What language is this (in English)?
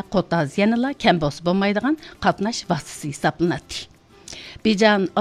Uyghur